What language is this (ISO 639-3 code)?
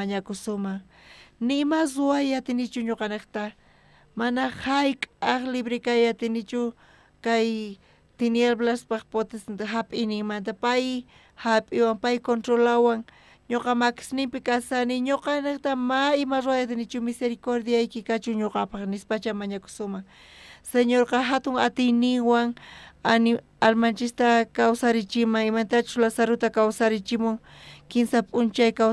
quh